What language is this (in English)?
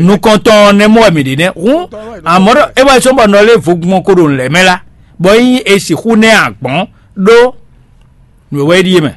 Fon